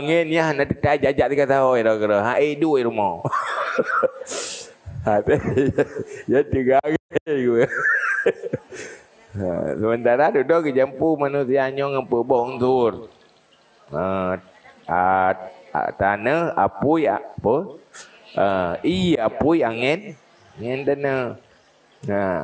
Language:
Achinese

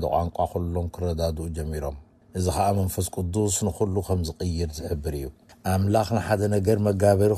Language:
Tigrinya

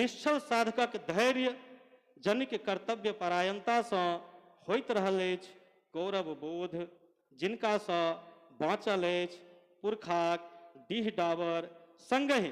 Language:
Maithili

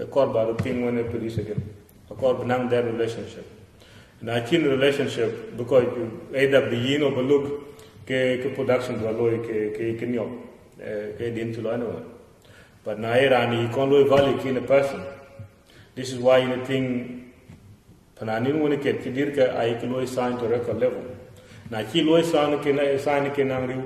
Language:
Dinka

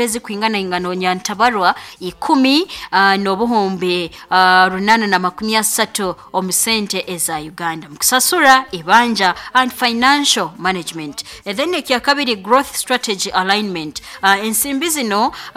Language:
Nyankole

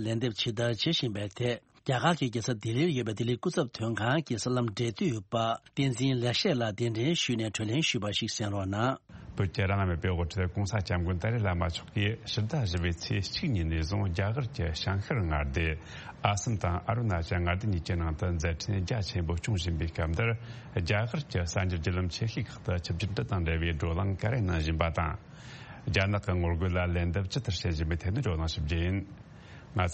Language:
Tibetan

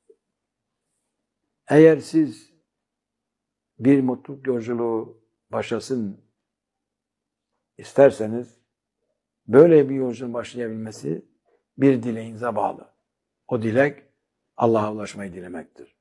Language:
Turkish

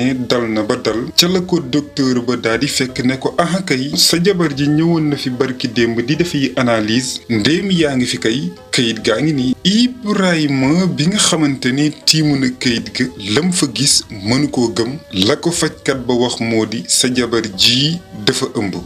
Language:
Wolof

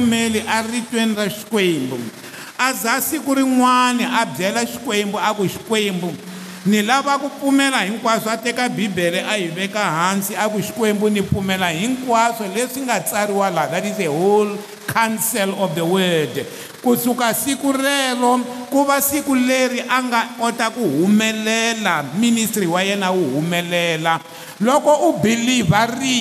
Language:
Tsonga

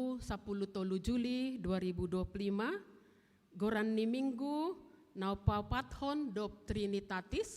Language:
Batak Simalungun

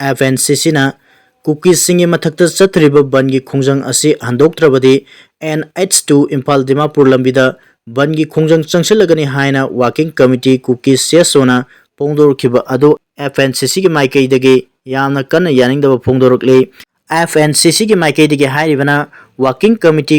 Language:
Manipuri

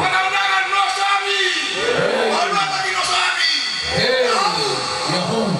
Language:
Nias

